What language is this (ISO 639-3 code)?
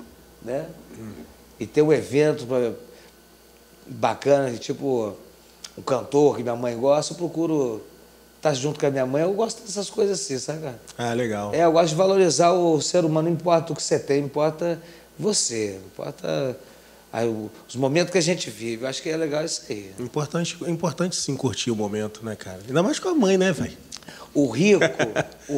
por